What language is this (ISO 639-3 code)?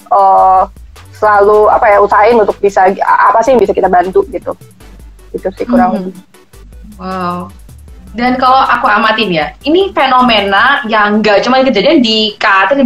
ind